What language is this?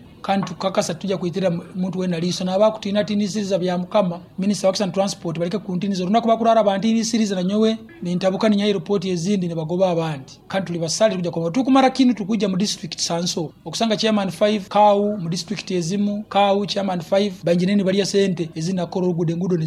Nyoro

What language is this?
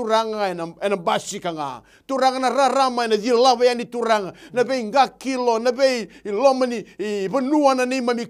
Fijian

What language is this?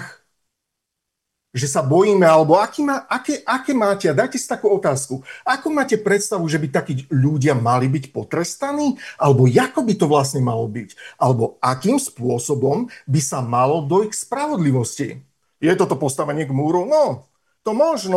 Slovak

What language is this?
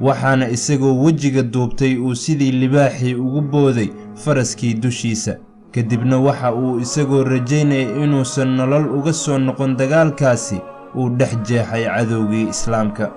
Somali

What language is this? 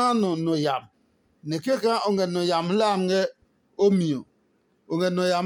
Adangme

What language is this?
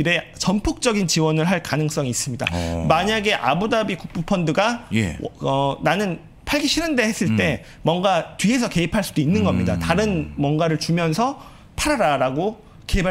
Korean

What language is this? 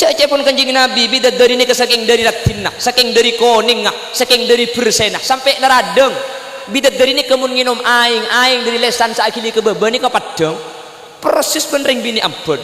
Madurese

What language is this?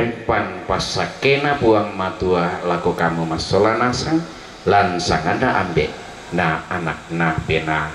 Toraja-Sa'dan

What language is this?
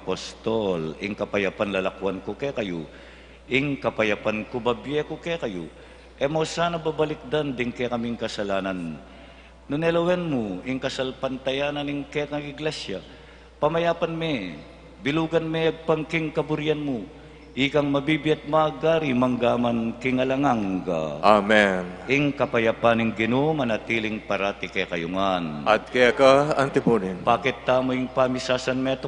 Pampanga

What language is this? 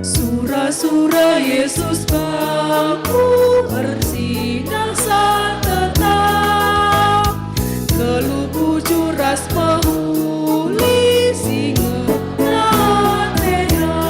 Batak Karo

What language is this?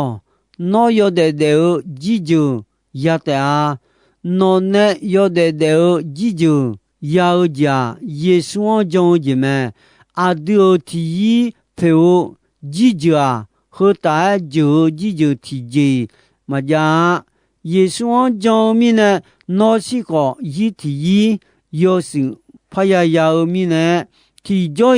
Akha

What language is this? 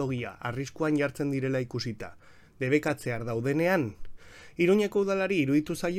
Basque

